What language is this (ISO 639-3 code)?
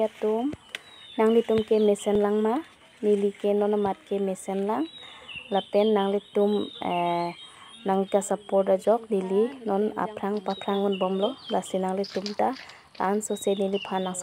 mjw